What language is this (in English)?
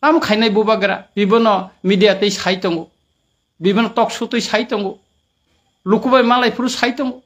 Kok Borok